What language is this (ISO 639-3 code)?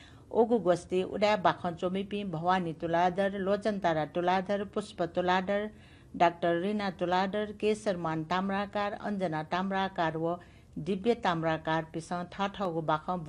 new